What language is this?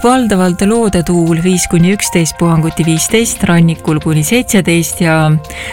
Estonian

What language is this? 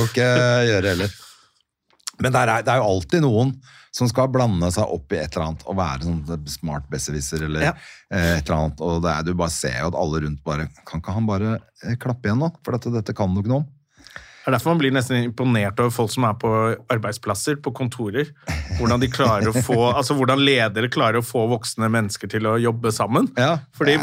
Norwegian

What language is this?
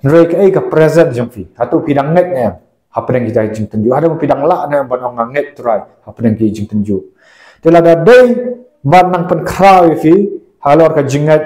Khasi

